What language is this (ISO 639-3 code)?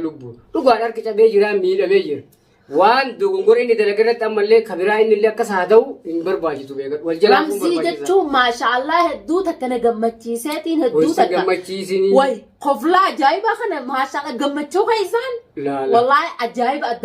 orm